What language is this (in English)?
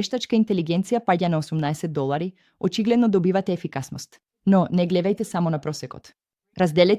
Macedonian